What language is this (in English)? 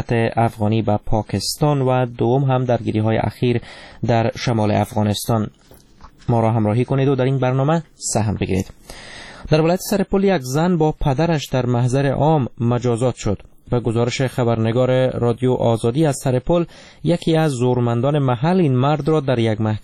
Persian